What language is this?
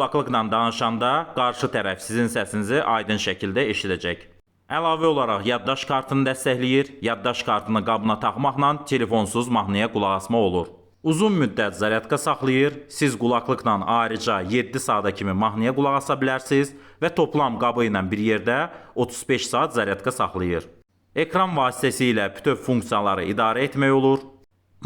Azerbaijani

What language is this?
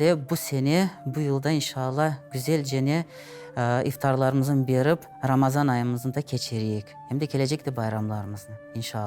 Crimean Tatar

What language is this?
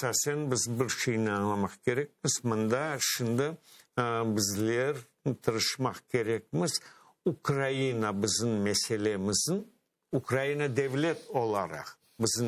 Crimean Tatar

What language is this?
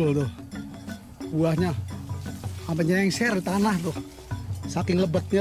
Betawi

